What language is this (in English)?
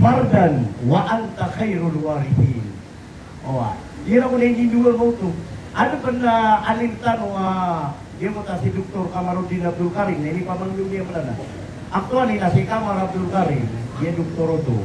Maranao